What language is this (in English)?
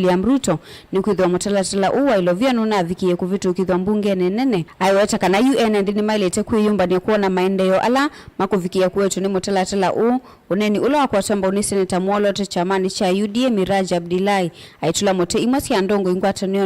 Kamba